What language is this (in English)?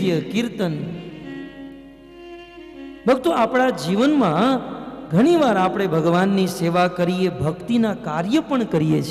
Gujarati